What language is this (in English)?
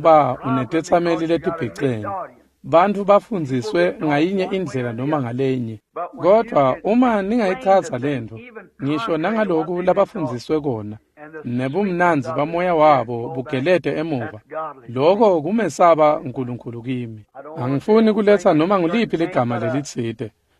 Swati